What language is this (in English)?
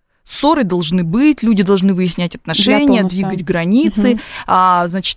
Russian